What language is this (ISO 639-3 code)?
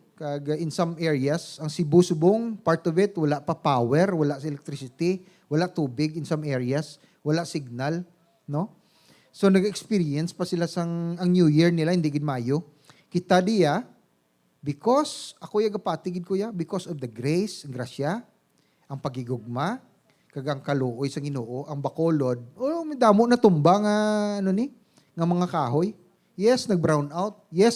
hil